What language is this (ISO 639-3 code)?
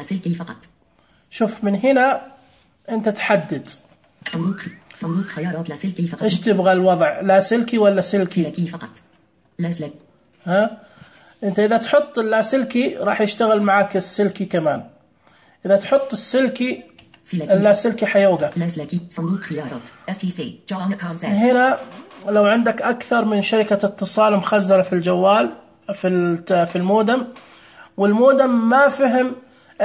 ars